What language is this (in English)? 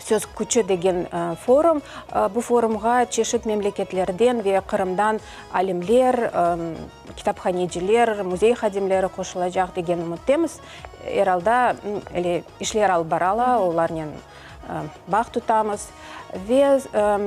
Crimean Tatar